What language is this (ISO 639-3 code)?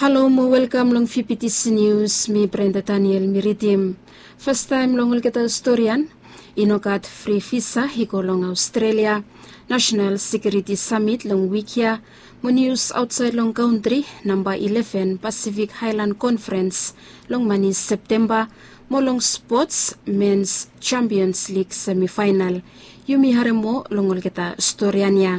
bis